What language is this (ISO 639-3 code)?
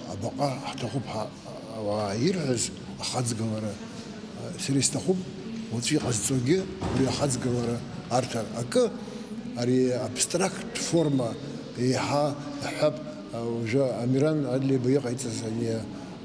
abk